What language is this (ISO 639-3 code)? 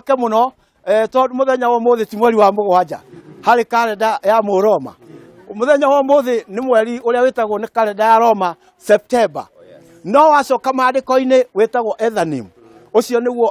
kik